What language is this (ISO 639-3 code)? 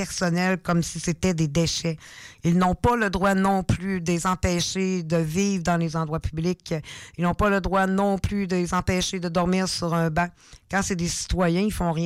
fra